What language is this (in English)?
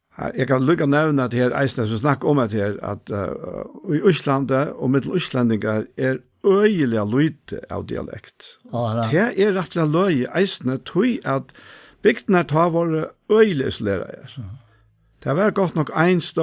Faroese